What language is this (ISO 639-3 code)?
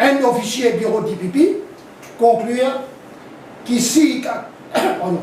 mfe